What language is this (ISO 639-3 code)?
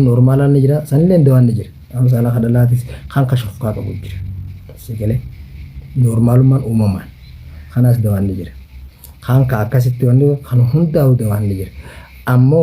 orm